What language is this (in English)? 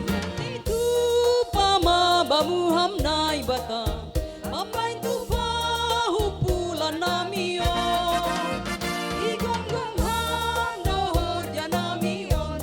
Batak Simalungun